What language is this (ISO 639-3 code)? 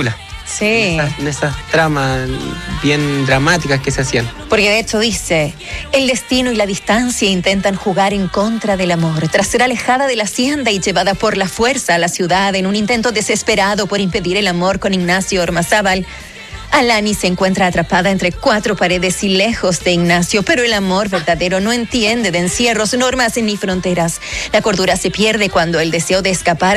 spa